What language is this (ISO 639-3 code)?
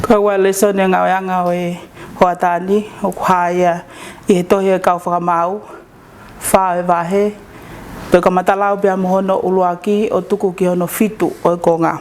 ton